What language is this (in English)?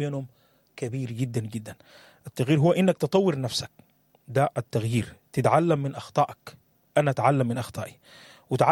Sudanese Arabic